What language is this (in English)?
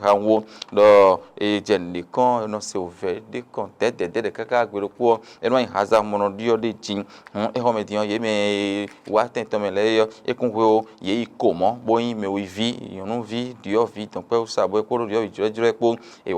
Fon